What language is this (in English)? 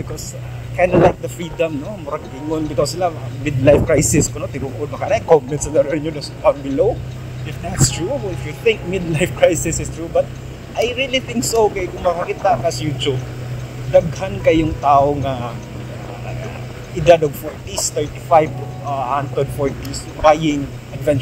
Cebuano